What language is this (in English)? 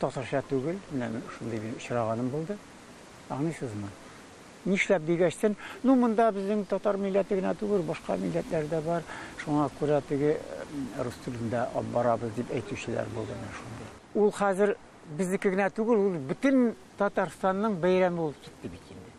Tatar